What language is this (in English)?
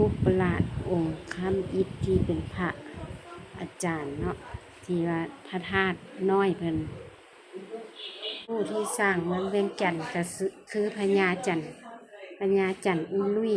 Lao